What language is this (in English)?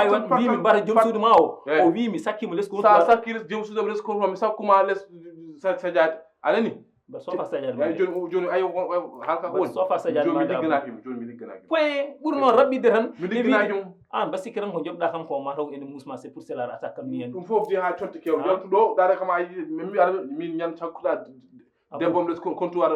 Fula